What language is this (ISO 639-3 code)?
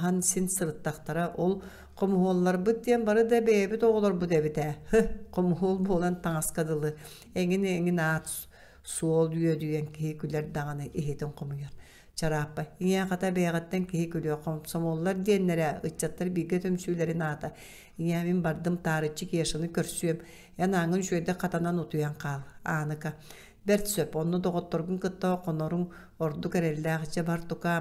sah